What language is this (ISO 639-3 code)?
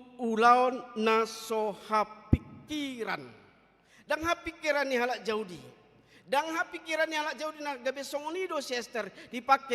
bbc